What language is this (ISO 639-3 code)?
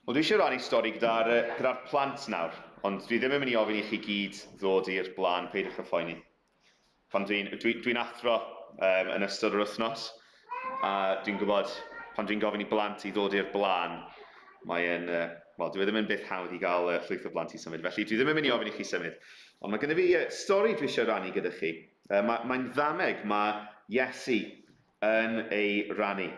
cym